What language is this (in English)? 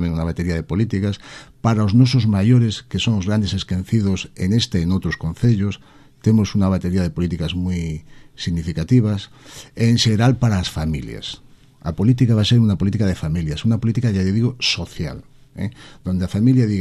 Galician